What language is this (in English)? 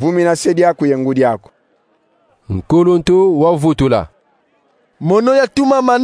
Kongo